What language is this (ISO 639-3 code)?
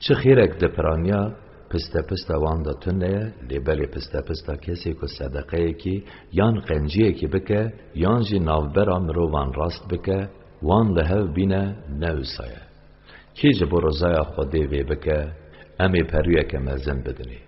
kur